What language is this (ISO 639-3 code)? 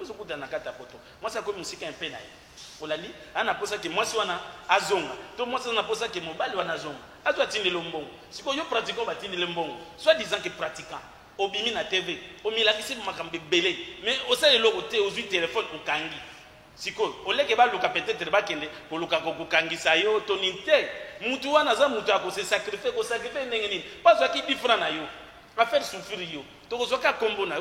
lin